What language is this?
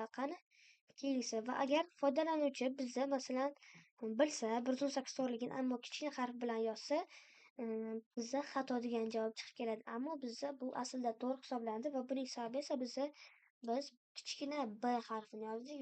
Uzbek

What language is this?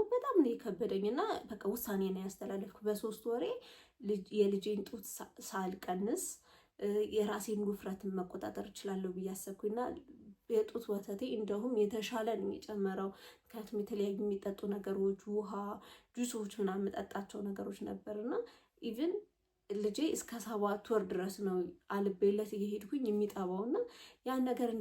Amharic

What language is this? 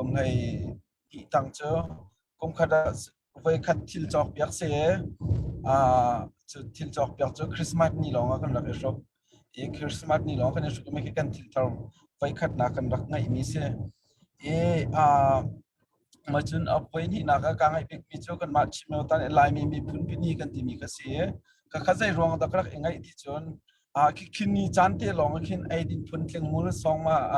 Hakha Chin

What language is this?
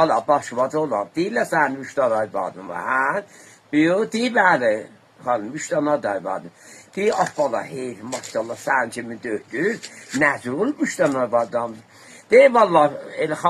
Azerbaijani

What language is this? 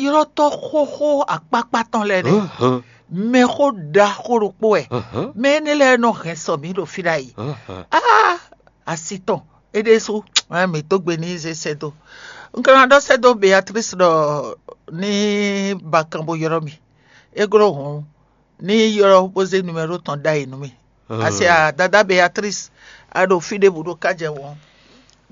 Fon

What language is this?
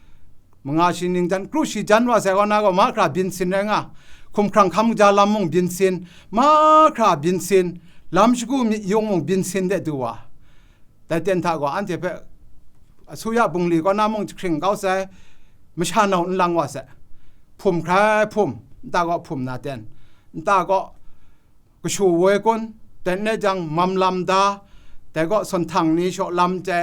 Kachin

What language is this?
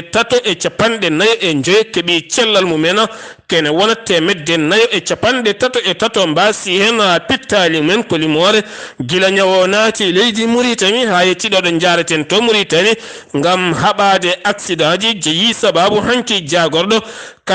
Fula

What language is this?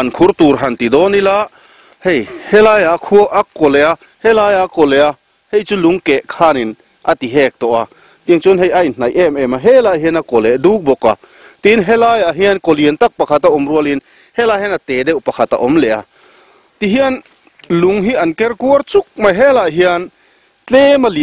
Mizo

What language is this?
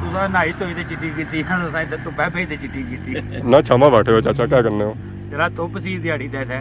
Pahari-Potwari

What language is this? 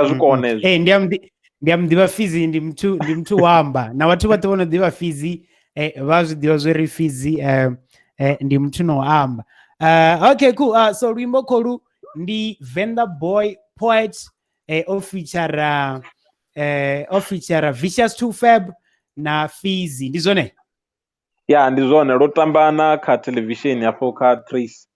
Venda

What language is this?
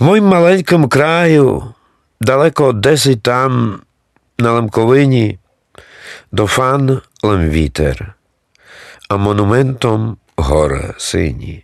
Rusyn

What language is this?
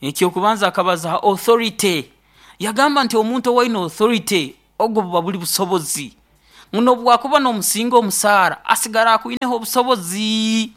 Nyoro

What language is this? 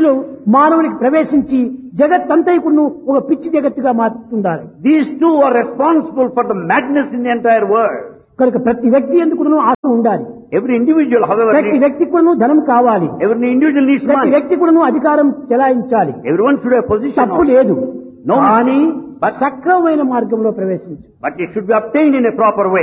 Telugu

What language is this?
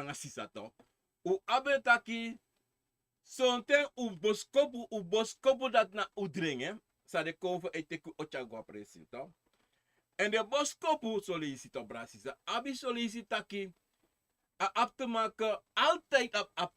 Sranan Tongo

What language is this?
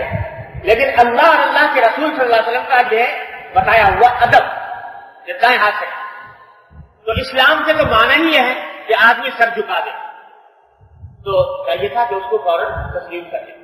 Urdu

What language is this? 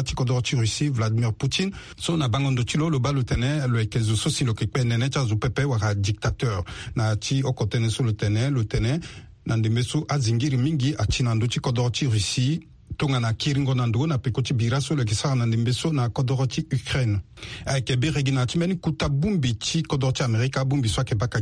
Sango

